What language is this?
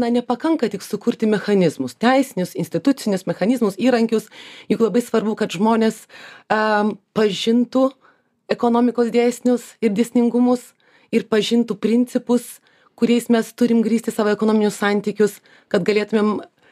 Lithuanian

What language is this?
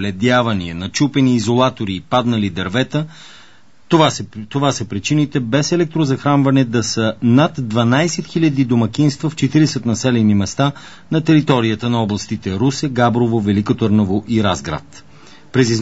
Bulgarian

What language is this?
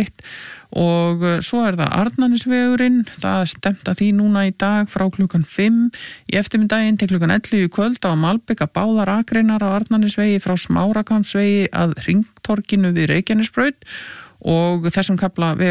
Icelandic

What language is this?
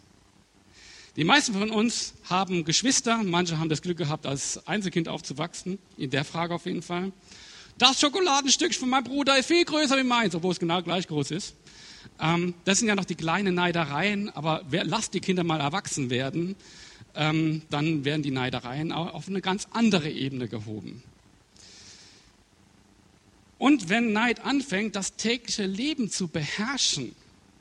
German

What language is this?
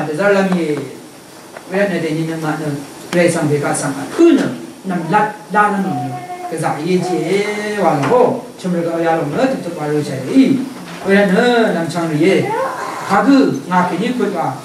Rawang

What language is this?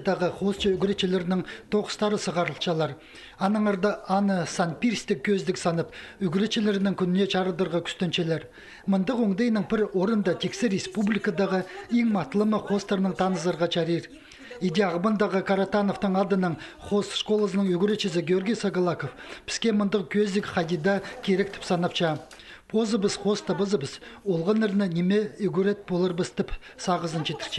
Khakas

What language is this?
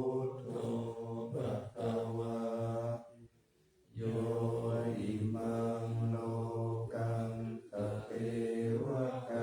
Pali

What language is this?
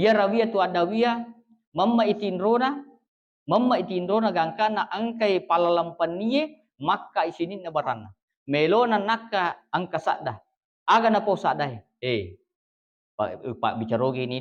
Buginese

